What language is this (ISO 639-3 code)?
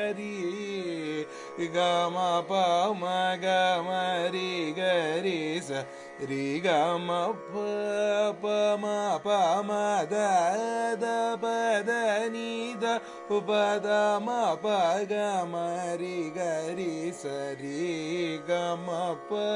tam